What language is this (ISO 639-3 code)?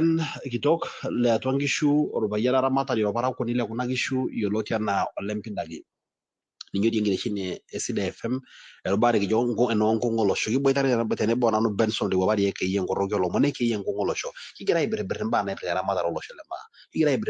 mas